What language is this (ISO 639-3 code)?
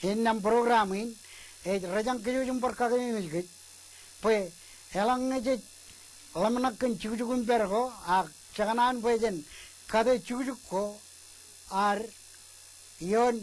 mah